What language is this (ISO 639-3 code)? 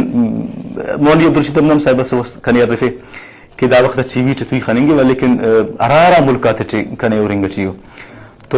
brh